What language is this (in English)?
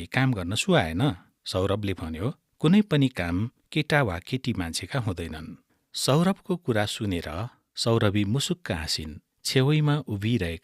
Nepali